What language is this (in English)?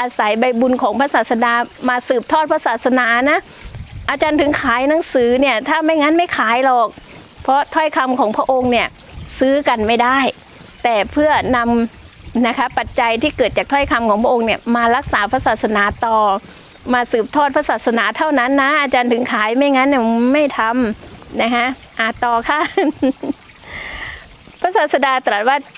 Thai